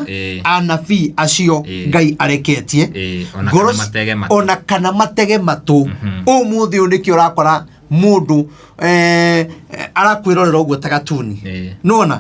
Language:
Kikuyu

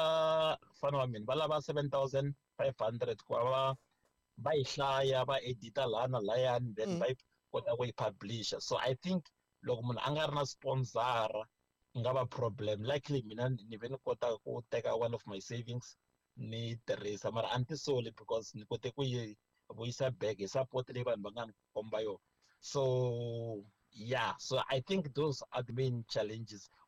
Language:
Tsonga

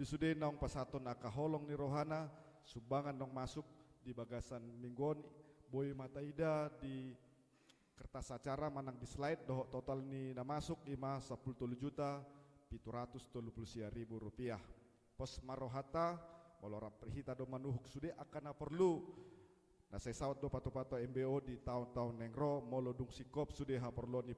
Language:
Batak Toba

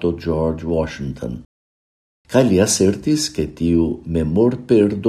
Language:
Esperanto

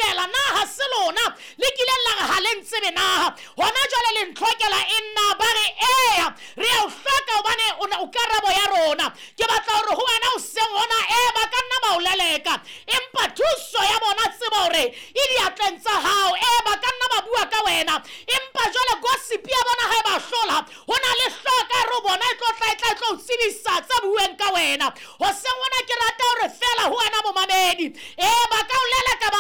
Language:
Southern Sotho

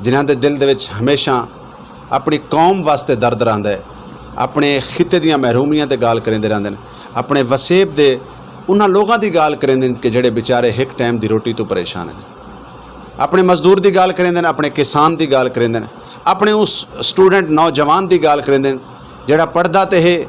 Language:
Saraiki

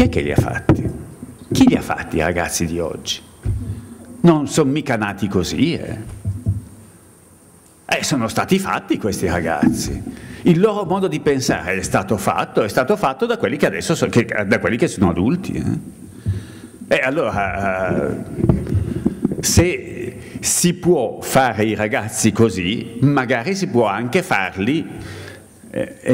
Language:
Italian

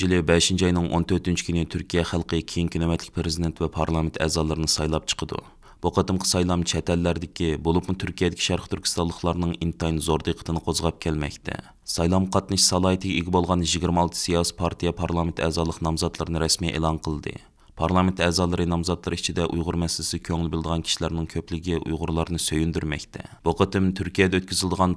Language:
Uyghur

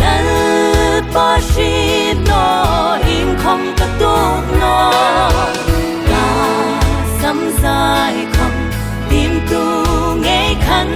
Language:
Hmar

